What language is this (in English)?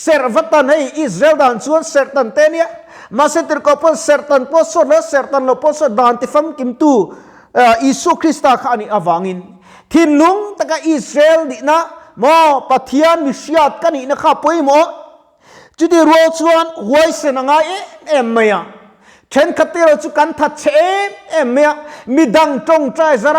Mizo